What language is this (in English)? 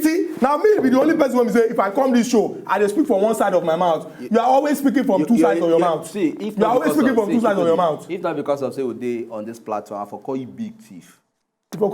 Nigerian Pidgin